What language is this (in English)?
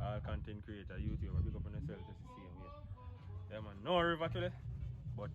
Jamaican Creole English